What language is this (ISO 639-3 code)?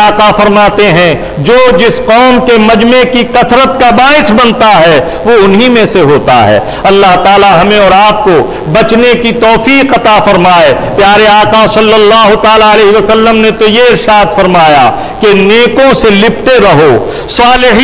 urd